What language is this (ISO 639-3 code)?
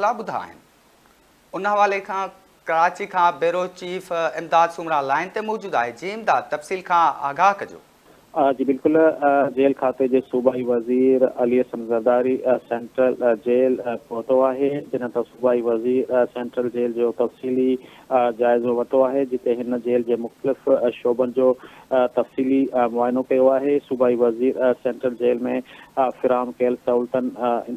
snd